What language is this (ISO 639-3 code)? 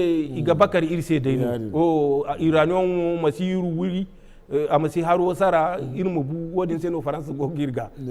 dje